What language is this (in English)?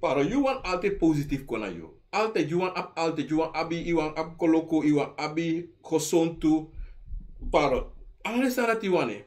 Sranan Tongo